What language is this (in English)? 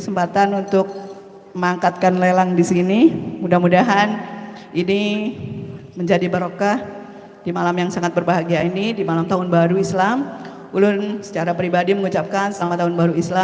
Banjar